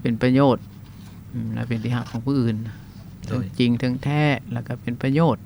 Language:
Lao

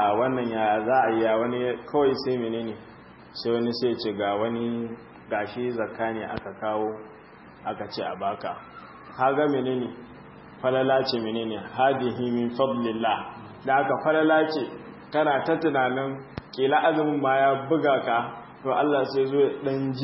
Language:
Hausa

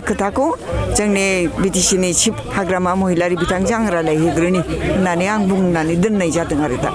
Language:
Bodo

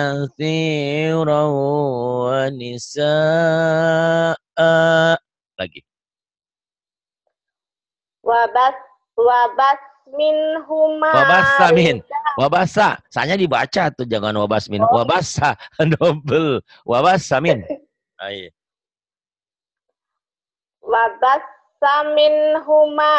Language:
Indonesian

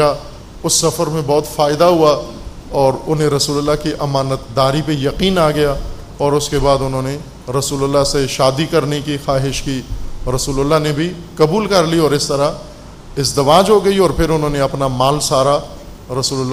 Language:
Urdu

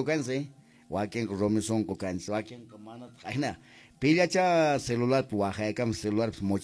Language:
Quechua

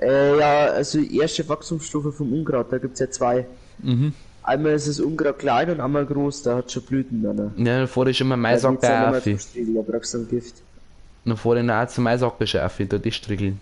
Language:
Bavarian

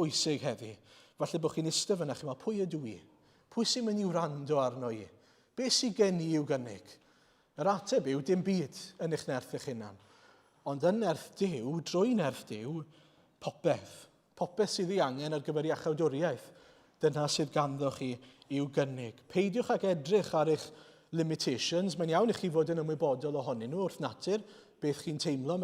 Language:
Welsh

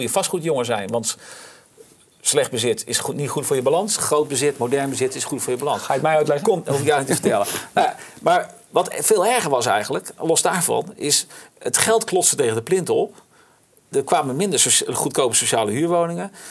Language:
Dutch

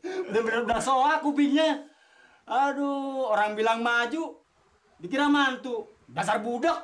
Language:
Betawi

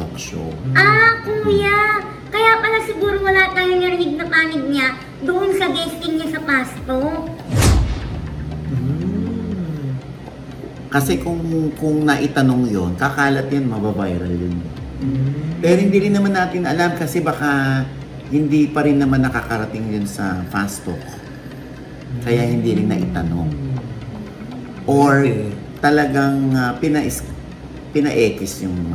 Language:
Filipino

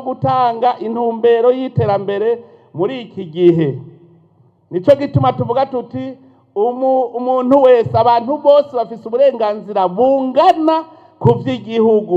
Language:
Rundi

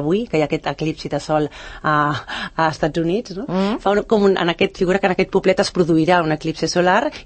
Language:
Catalan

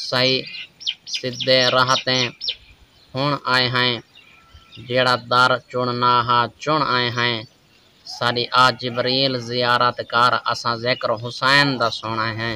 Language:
Saraiki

